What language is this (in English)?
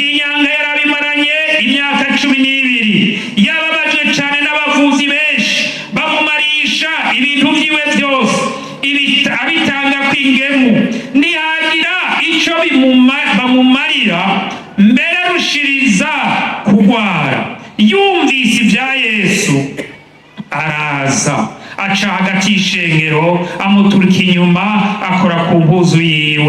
Rundi